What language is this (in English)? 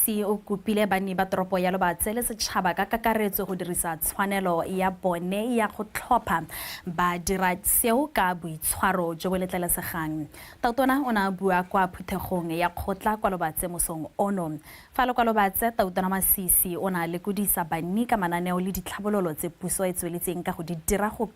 Tswana